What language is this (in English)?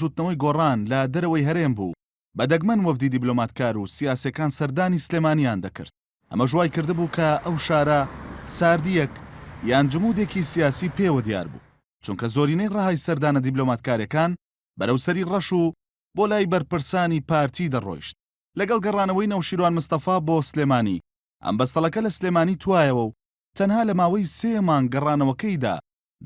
Central Kurdish